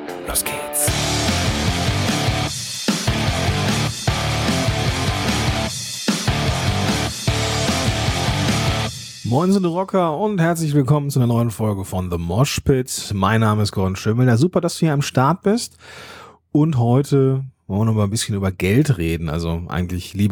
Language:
German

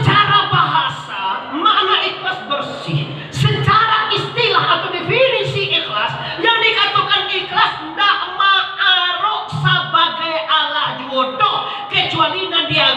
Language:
Minangkabau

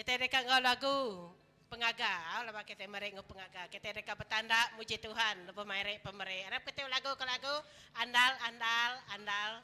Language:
Iban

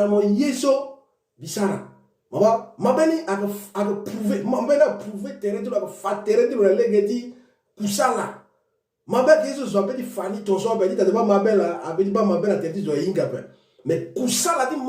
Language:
Sango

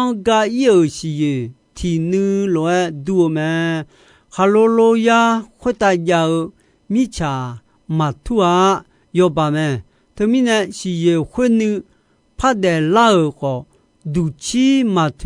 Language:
Akha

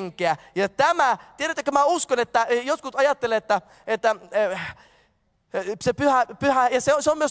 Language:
Finnish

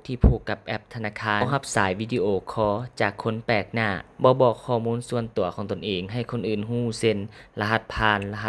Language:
Lao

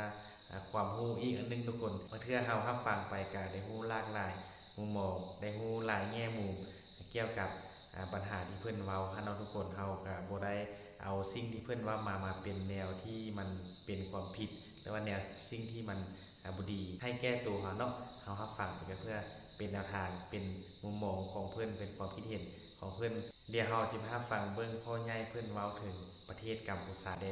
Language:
Northeastern Thai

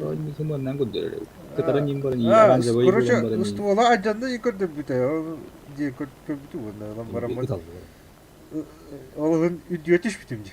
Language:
Yakut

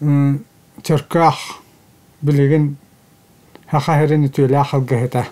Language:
Yakut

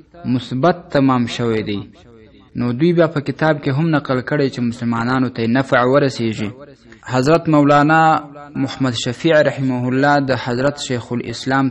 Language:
Pashto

